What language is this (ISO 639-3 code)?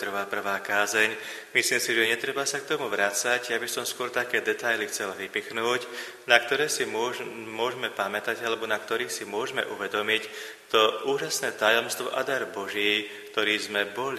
slk